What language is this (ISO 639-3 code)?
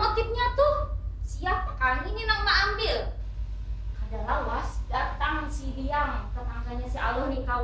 bjn